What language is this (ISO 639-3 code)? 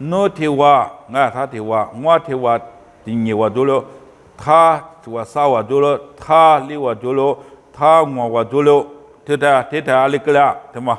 lis